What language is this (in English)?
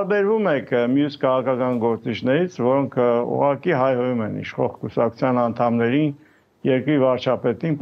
Armenian